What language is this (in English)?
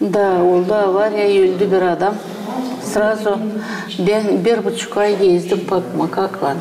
Gagauz